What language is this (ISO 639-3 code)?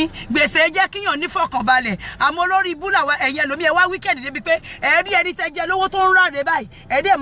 yor